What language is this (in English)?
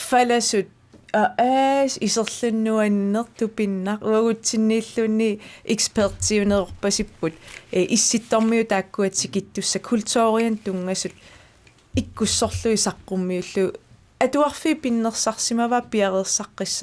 Kalaallisut